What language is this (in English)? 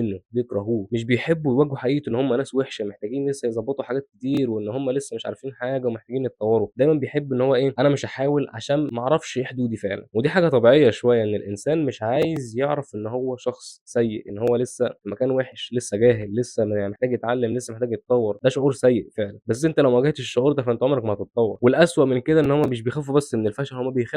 Egyptian Arabic